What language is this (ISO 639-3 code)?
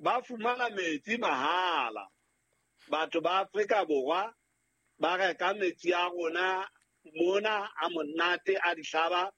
sot